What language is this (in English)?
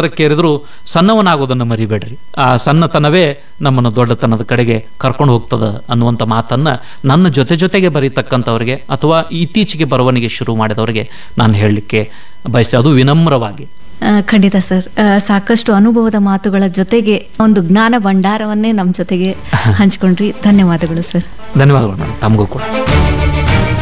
Kannada